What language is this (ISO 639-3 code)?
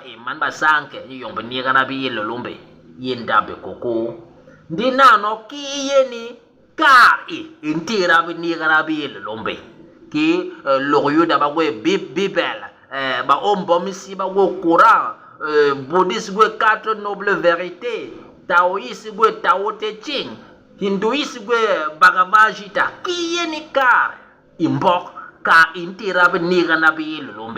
bas